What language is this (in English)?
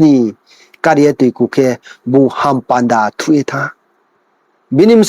Riang (India)